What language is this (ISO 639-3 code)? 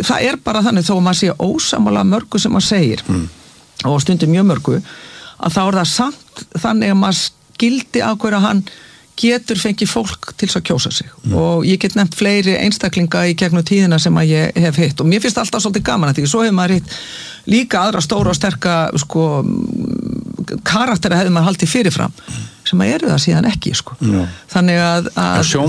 isl